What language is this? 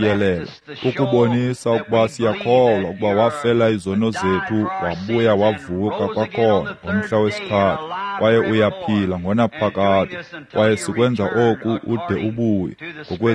Xhosa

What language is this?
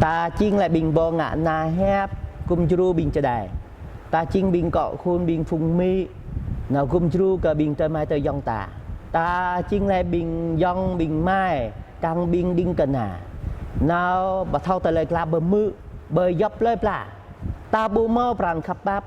Jarai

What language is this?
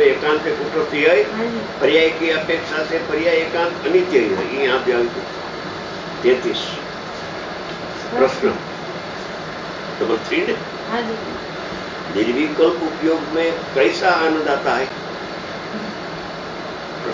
Gujarati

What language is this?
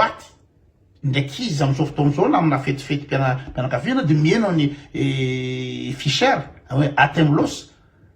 Malagasy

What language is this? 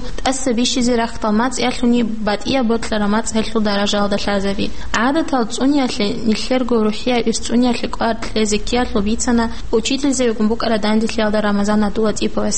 Avaric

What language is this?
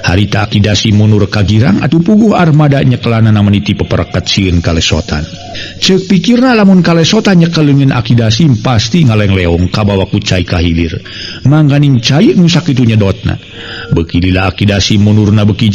Sundanese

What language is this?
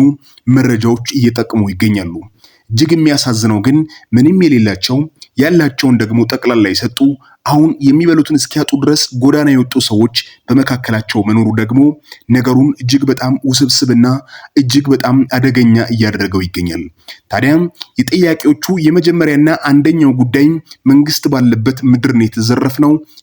Amharic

